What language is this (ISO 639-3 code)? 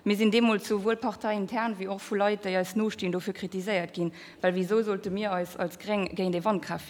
ltz